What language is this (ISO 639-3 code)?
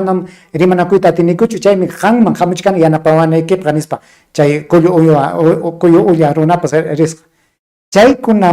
quy